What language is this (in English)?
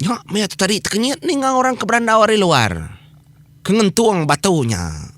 Iban